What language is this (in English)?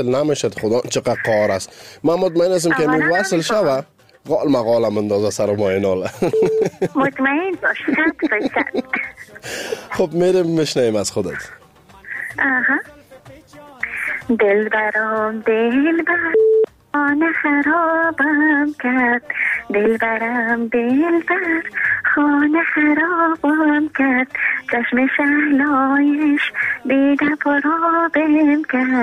Persian